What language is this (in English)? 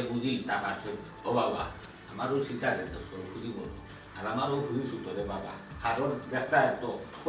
Sylheti